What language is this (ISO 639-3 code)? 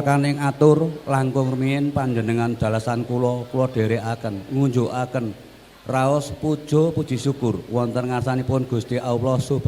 jav